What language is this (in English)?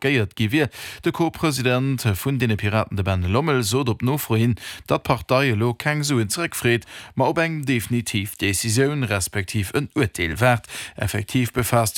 Luxembourgish